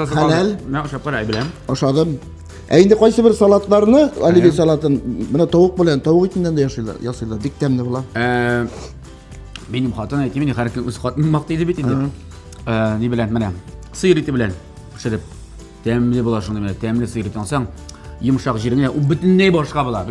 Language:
Tatar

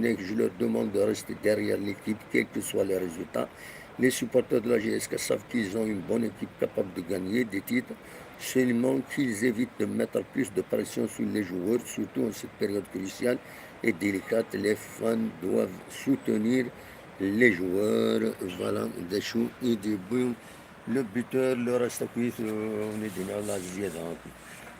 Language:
Kabyle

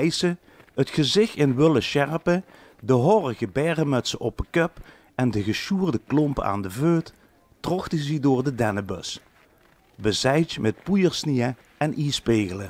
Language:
Limburgish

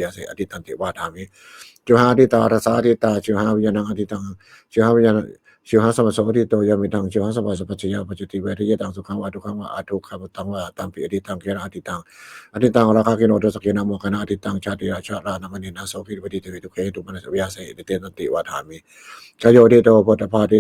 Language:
Pali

